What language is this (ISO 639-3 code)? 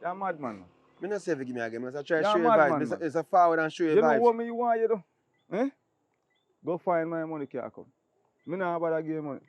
jam